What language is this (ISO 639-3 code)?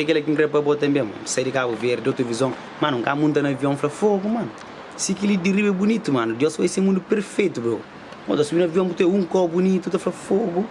kea